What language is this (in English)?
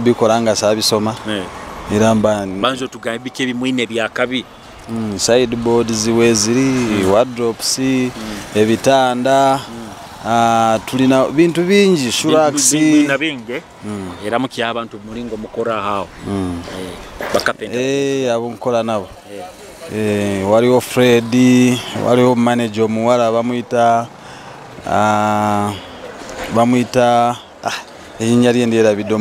Nyoro